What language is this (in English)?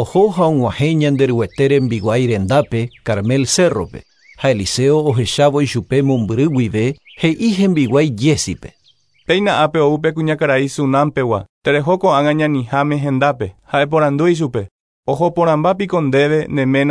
Guarani